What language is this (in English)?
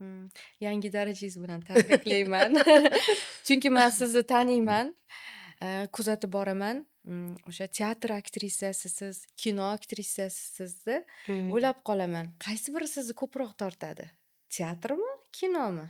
Uzbek